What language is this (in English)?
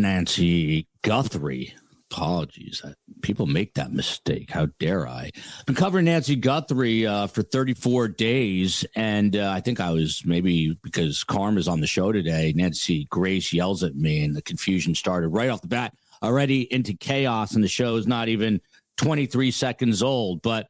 English